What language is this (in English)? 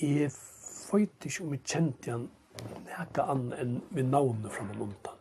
Faroese